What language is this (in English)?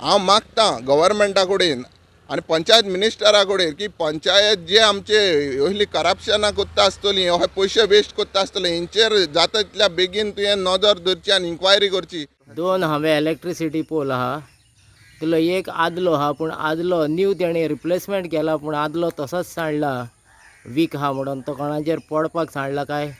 Konkani